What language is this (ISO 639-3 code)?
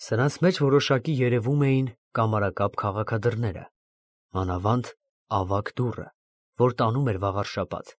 hye